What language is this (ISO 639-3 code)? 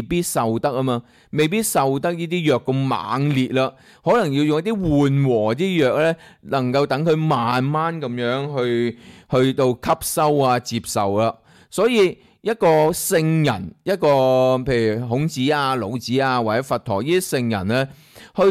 yue